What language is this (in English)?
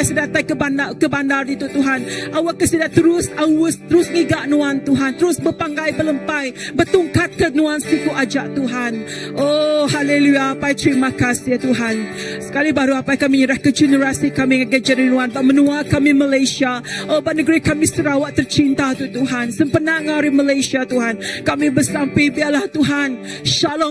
Iban